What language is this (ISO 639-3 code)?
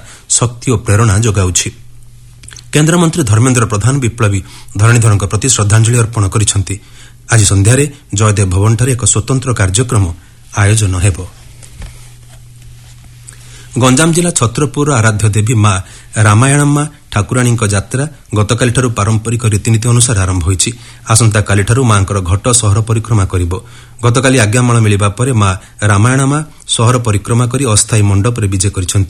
ori